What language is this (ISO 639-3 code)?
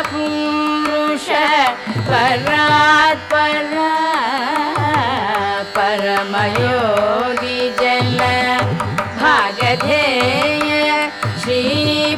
kan